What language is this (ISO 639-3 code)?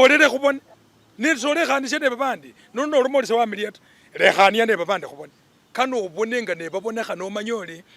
myx